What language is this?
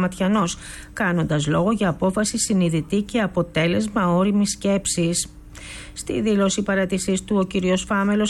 Greek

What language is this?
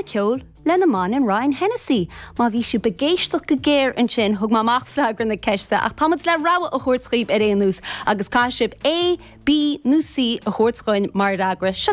Irish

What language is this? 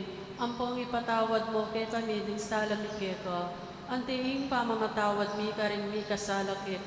Pampanga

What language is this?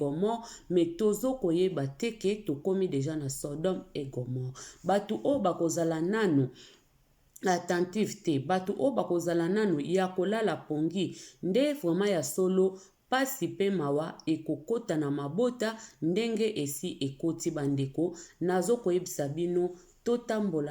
Lingala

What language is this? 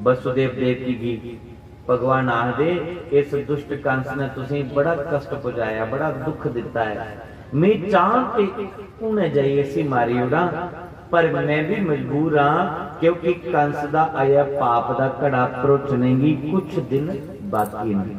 Dogri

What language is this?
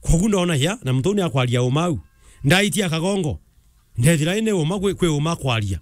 Meru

